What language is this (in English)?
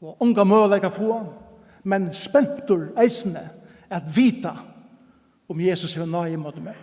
Faroese